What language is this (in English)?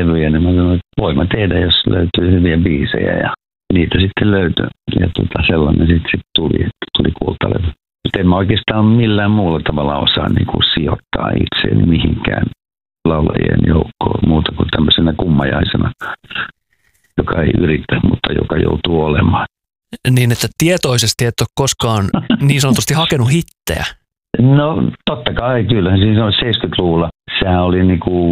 Finnish